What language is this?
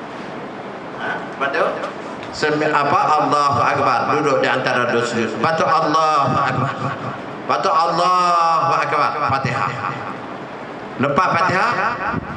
Malay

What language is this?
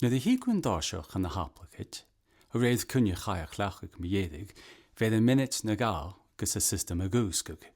Scottish Gaelic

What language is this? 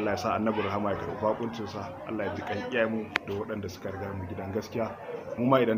Hausa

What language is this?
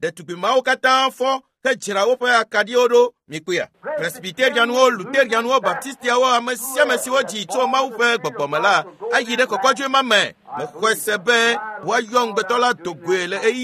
Ewe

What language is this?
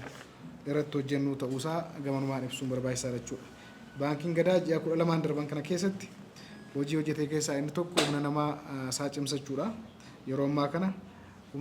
Oromo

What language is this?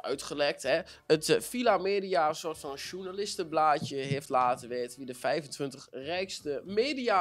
Dutch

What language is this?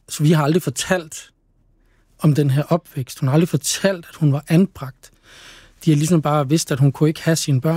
Danish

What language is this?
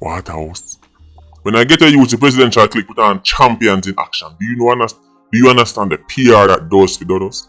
Jamaican Creole English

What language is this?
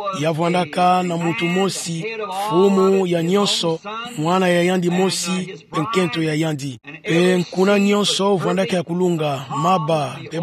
Kituba (Democratic Republic of Congo)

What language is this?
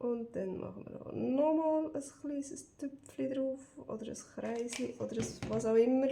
Swiss German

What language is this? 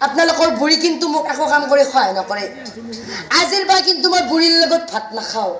Assamese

